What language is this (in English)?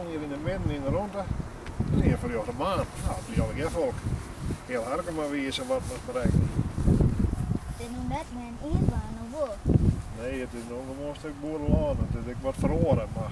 Western Frisian